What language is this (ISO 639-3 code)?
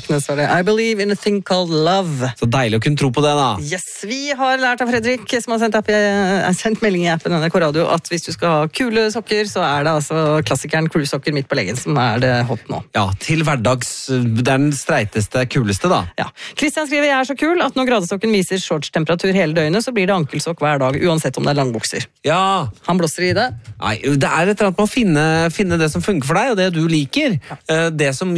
nor